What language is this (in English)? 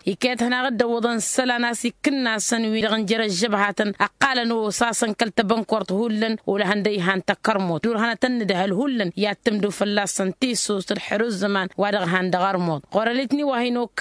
Tamasheq